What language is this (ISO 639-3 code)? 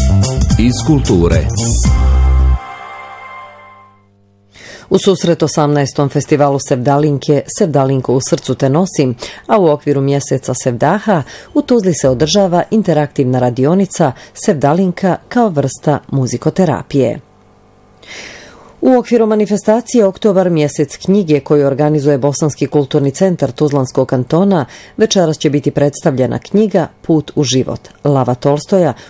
bos